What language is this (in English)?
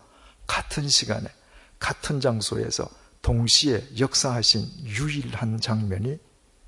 Korean